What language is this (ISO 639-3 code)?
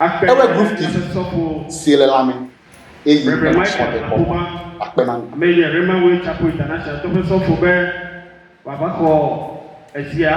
ewe